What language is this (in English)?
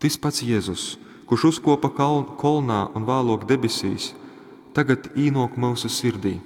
Latgalian